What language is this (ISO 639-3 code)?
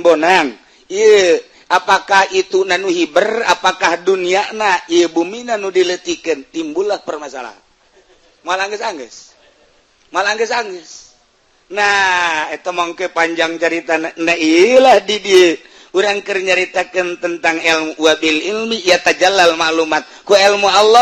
sun